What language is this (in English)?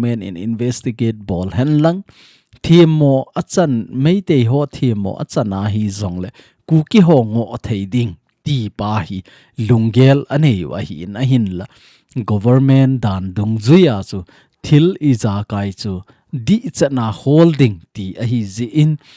Thado Chin